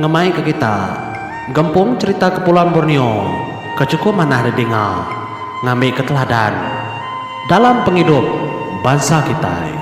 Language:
Iban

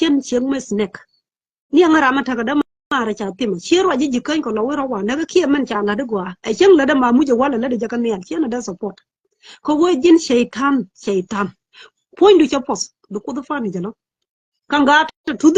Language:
Nuer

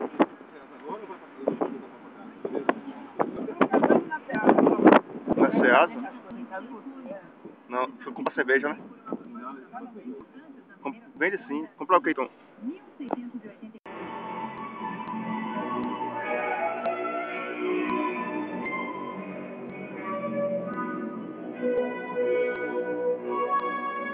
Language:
Portuguese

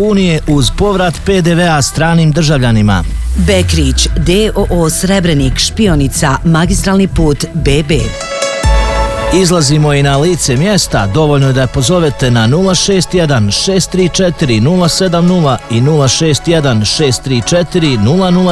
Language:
Bosnian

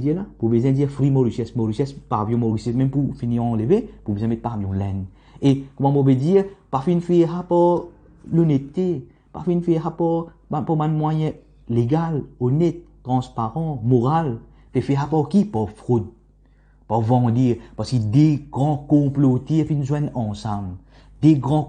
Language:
Morisyen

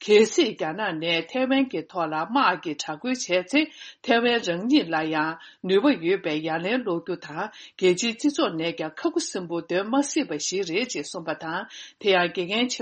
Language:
Tibetan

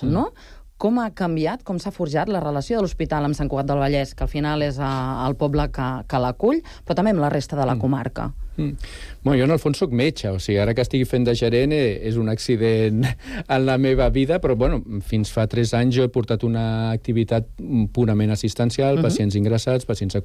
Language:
Catalan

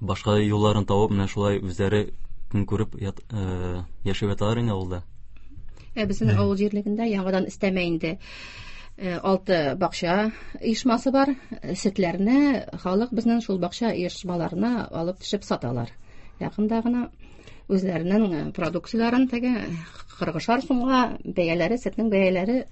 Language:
Tatar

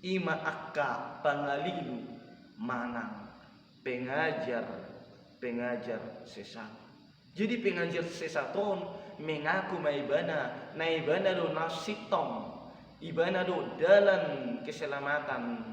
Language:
Batak Toba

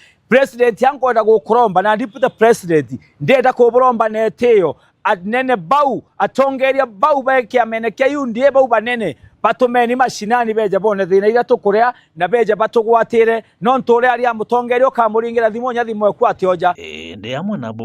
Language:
Meru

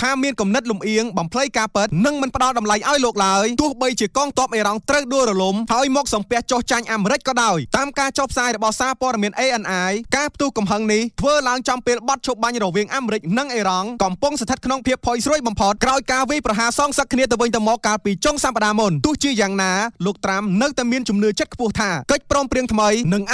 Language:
Khmer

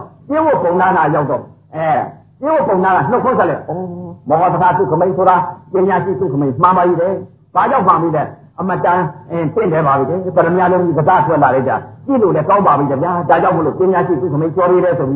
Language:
Burmese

